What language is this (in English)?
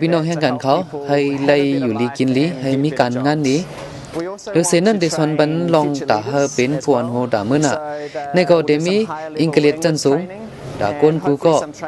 Shan